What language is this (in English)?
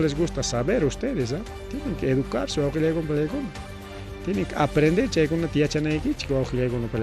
Ayacucho Quechua